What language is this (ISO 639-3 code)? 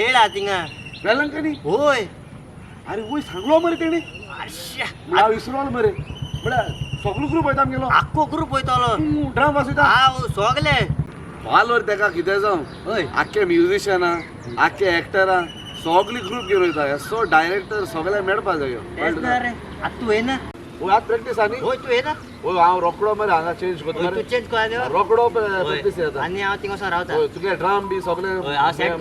kok